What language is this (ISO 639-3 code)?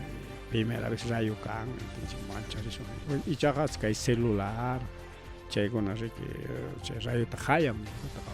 quy